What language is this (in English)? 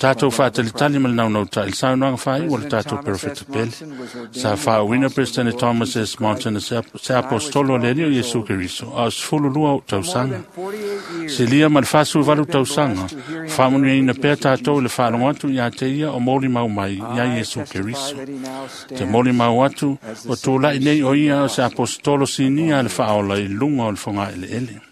Samoan